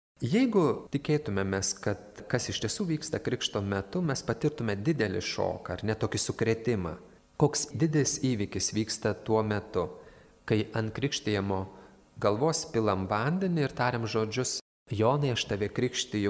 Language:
Lithuanian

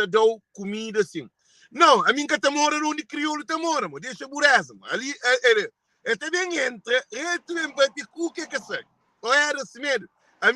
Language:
Kabuverdianu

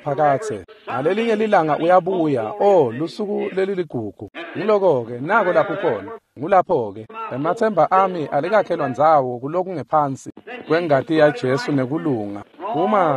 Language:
Swati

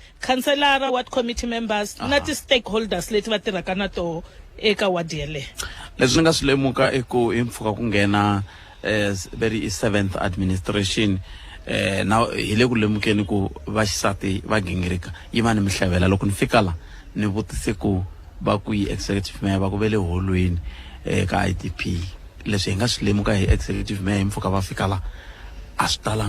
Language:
Tsonga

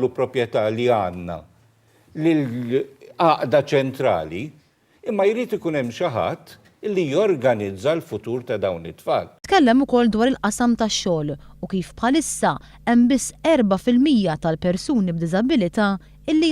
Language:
Maltese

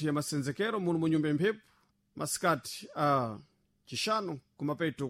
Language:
Sena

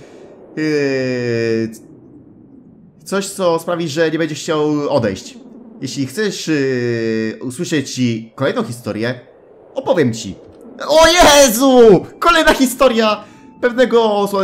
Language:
Polish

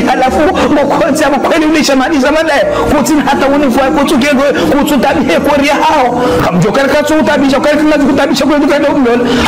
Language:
Ngazidja Comorian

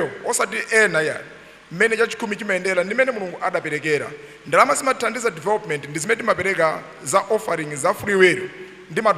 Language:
Nyanja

